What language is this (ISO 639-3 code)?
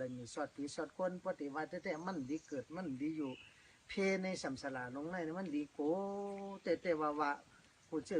shn